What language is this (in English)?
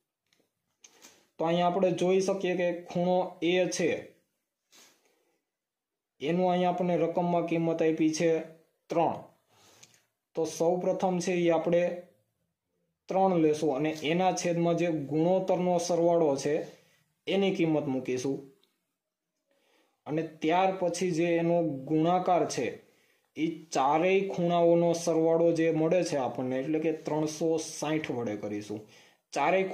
Gujarati